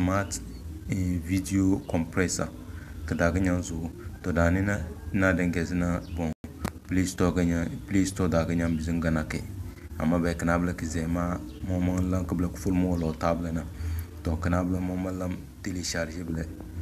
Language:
Tem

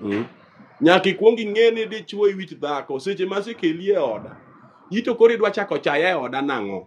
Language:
Luo (Kenya and Tanzania)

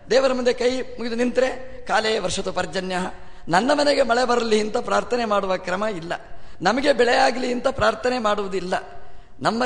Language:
Kannada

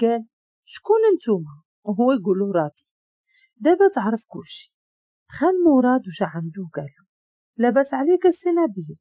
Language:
Moroccan Arabic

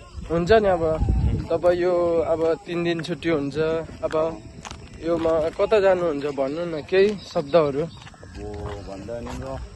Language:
Nepali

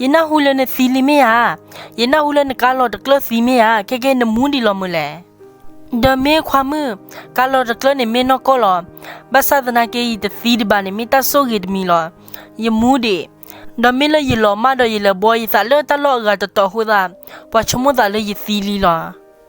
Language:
S'gaw Karen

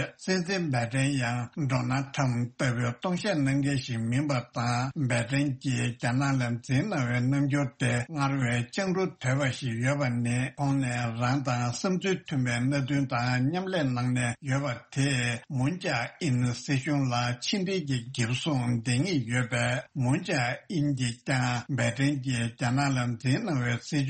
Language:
Tibetan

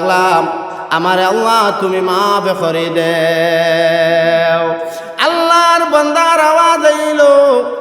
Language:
Sylheti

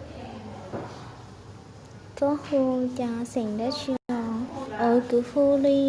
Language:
Hmong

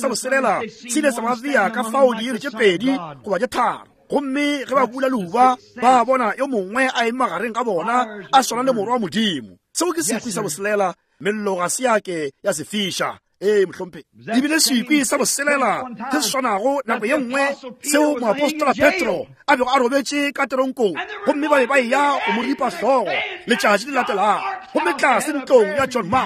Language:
Northern Sotho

